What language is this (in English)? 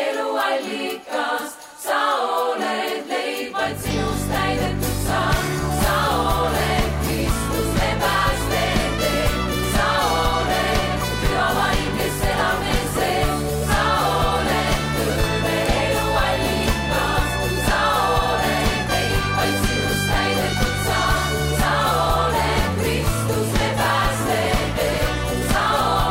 Estonian